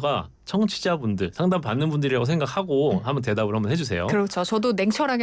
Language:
Korean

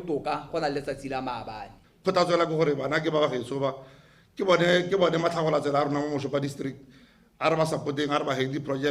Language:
Tswana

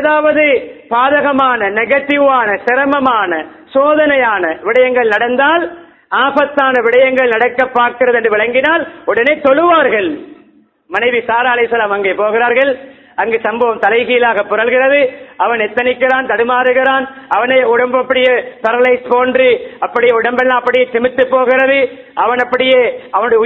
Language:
Tamil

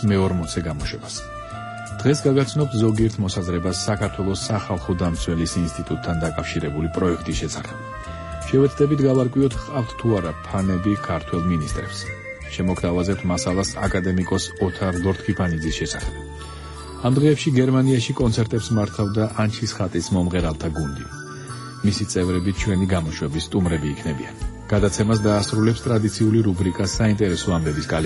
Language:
Georgian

